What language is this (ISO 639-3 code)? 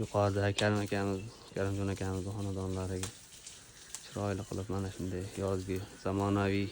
uzb